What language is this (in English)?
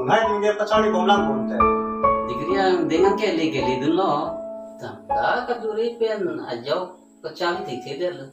Karbi